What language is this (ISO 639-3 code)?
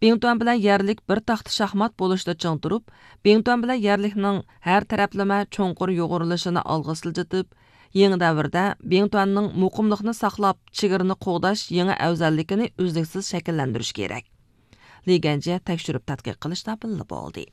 uig